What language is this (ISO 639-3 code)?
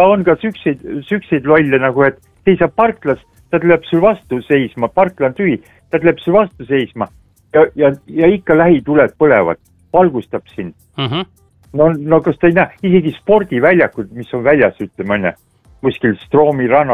est